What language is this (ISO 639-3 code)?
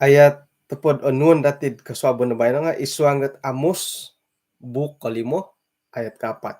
dtp